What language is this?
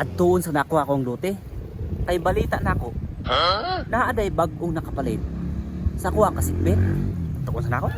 Cebuano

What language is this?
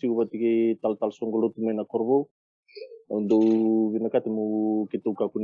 Fijian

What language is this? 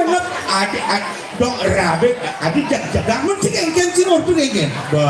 Balinese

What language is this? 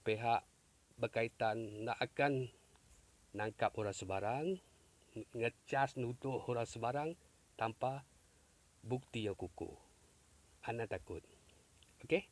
Iban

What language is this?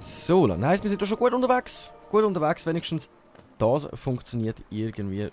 Swiss German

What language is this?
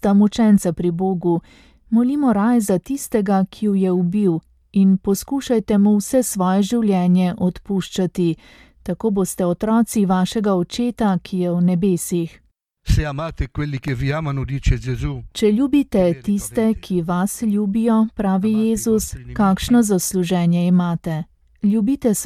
Slovenian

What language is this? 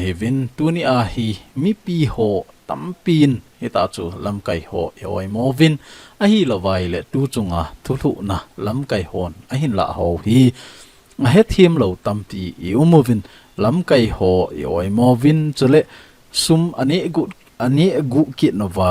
Thado Chin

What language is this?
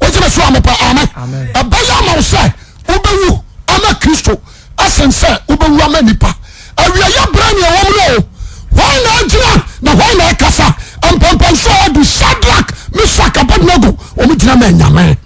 Akan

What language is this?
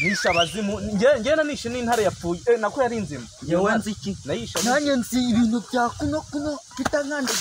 Kinyarwanda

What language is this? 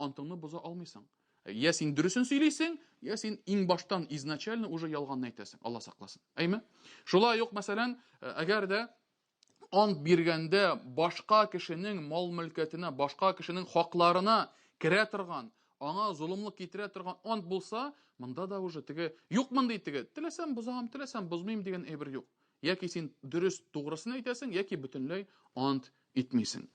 Tatar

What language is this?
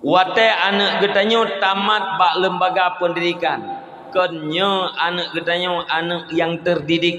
Achinese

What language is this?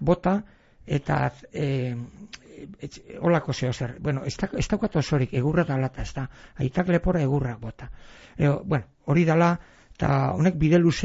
Basque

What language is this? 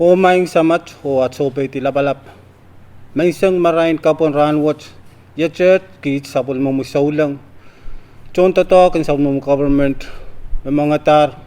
Pohnpeian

